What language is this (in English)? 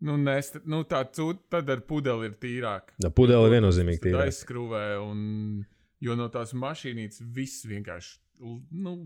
Latvian